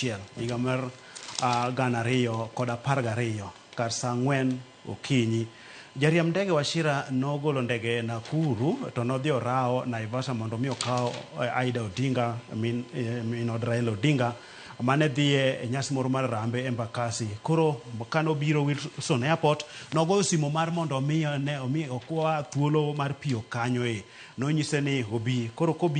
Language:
Luo (Kenya and Tanzania)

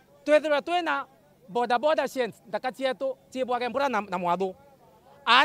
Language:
Meru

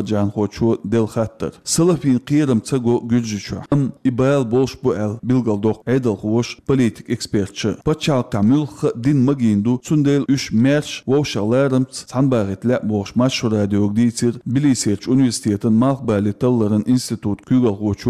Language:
Chechen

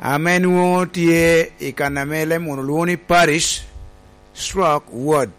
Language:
Lango (Uganda)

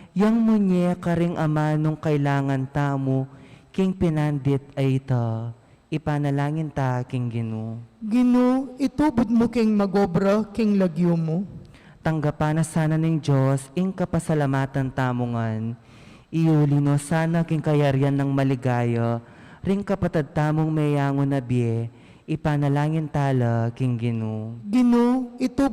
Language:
Pampanga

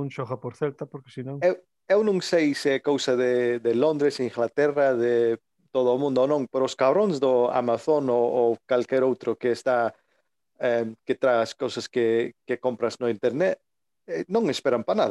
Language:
Galician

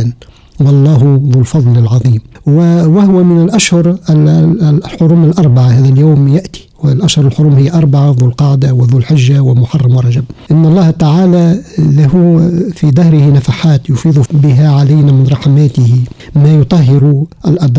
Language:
Arabic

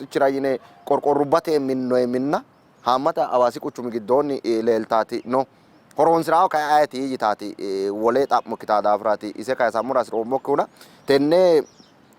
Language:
Sidamo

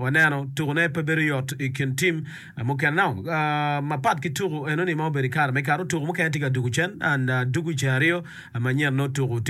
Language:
Acoli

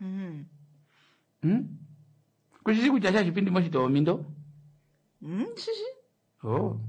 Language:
Kuanyama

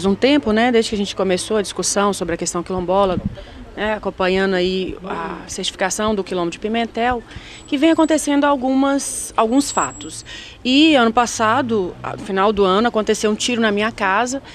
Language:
Portuguese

